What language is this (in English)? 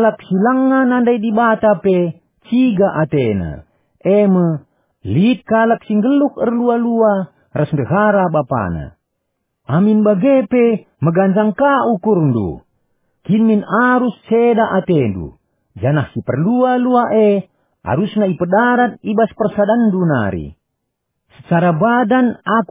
Batak Karo